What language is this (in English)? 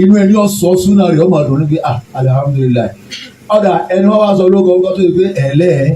Yoruba